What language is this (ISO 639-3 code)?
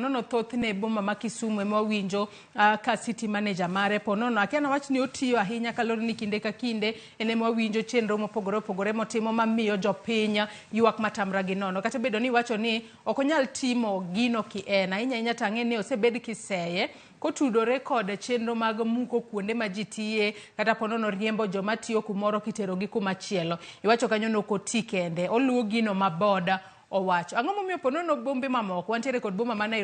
luo